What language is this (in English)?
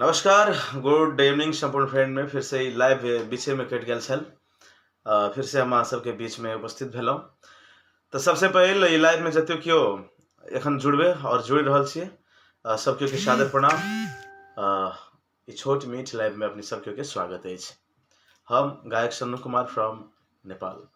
Maithili